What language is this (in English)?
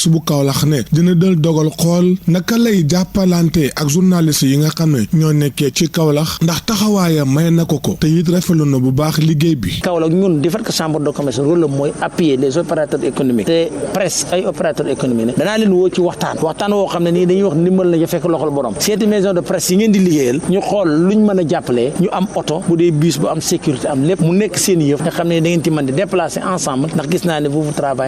Wolof